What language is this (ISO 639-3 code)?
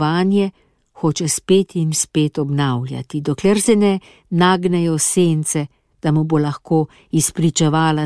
slv